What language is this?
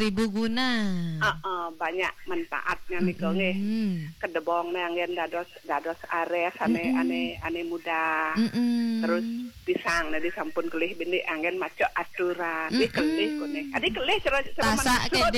Balinese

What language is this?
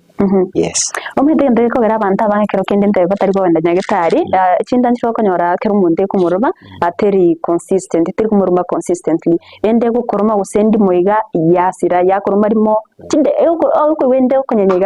Gusii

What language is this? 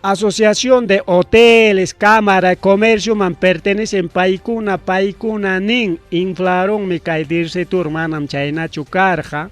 Ayacucho Quechua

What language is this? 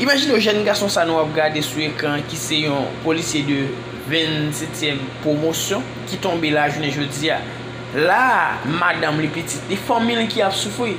Haitian Creole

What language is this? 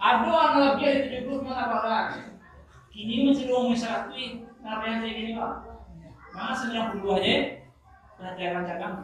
Minangkabau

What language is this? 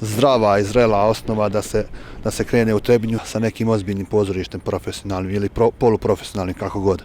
Bosnian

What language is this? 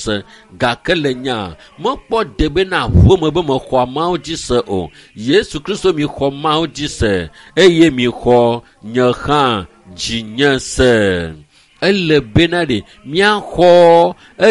Ewe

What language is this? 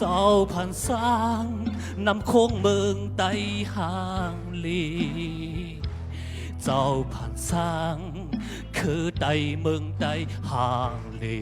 Shan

